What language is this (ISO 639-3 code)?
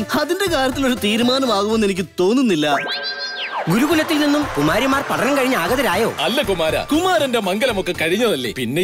mal